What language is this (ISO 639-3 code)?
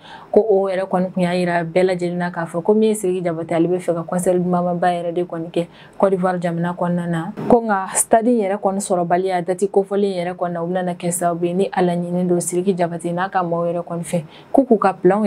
bam